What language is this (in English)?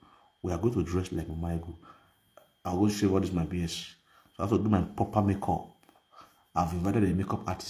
Nigerian Pidgin